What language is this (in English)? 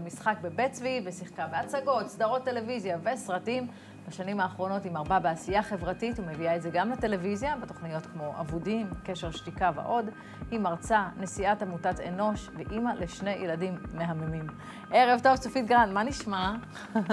Hebrew